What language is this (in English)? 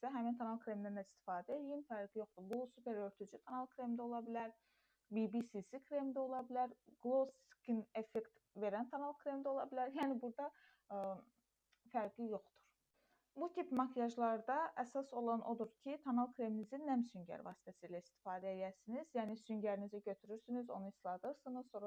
Azerbaijani